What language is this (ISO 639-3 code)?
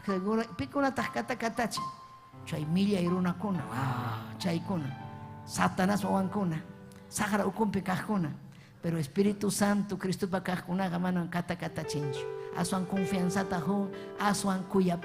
quy